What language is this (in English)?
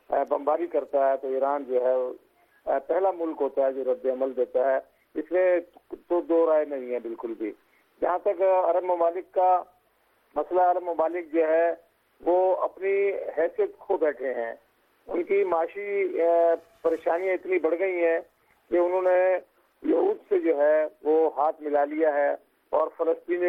Urdu